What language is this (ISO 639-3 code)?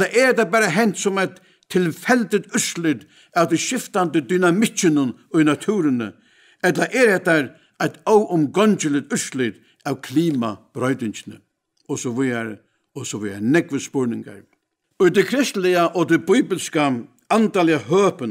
fao